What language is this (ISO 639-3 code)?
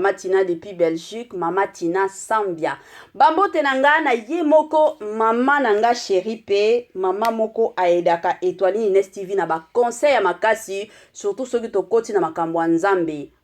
lin